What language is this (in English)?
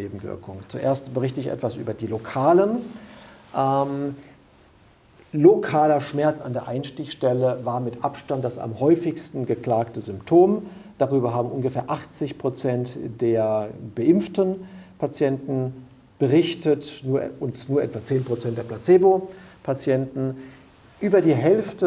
German